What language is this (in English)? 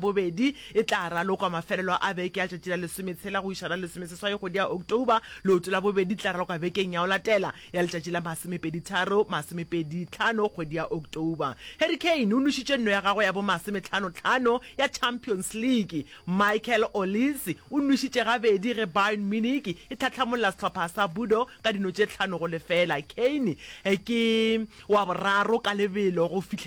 Northern Sotho